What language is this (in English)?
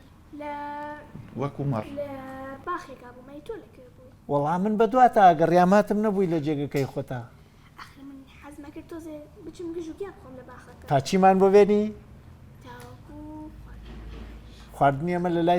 Central Kurdish